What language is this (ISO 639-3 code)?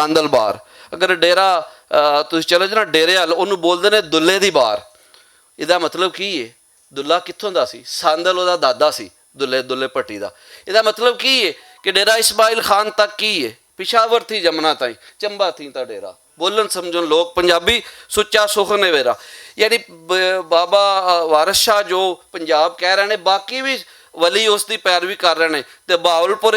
lah